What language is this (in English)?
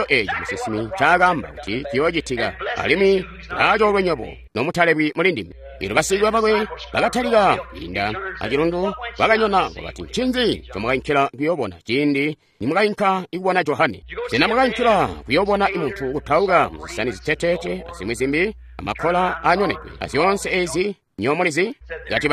Tonga (Zambia)